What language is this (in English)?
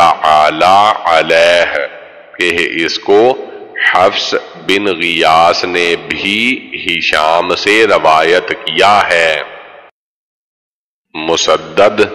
Urdu